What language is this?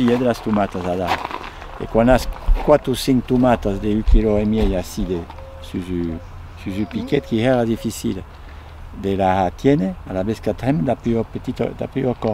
Occitan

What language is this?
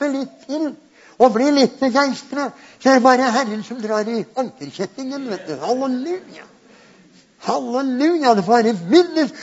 Norwegian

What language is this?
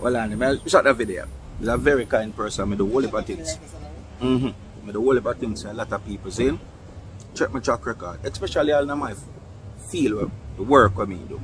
Jamaican Creole English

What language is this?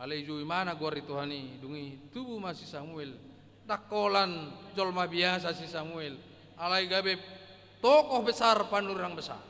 Batak Toba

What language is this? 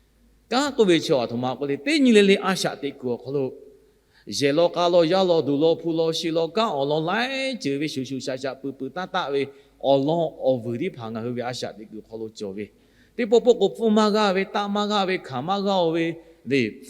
Lahu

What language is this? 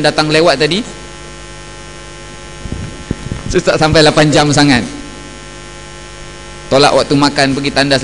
Malay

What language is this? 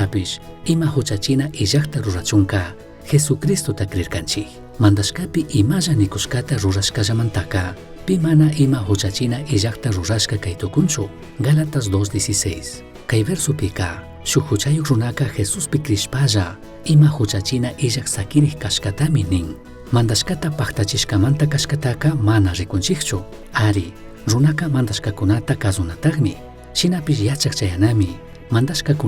Chimborazo Highland Quichua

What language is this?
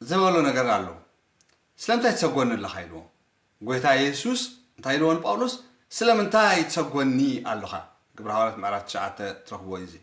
Tigrinya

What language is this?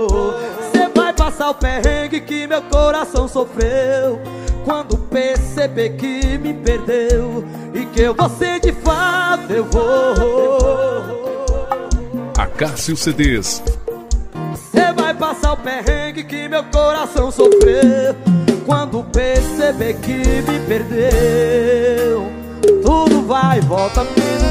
Portuguese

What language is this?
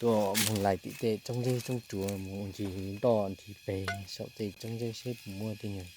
Hmong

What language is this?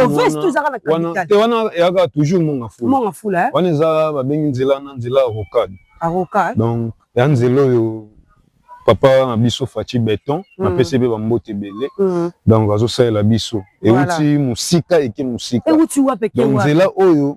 Lingala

